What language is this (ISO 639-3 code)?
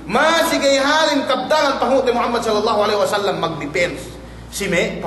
yka